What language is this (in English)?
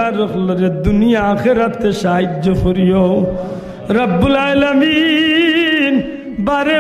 Sylheti